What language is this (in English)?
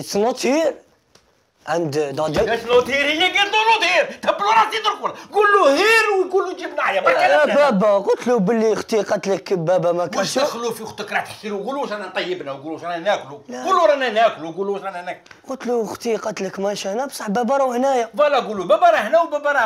Algerian Arabic